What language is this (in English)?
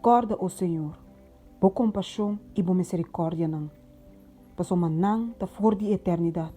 Papiamento